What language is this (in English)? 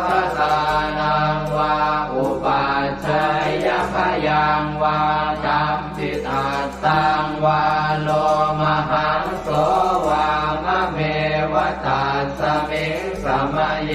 Pali